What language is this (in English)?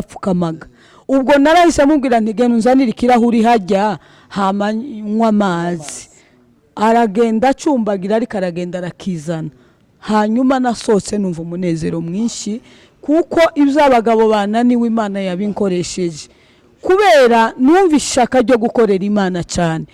Kinyarwanda